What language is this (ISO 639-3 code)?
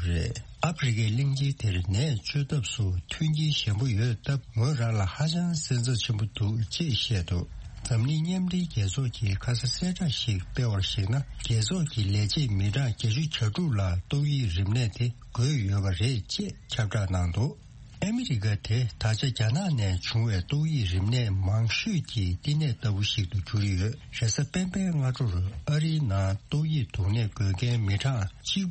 bod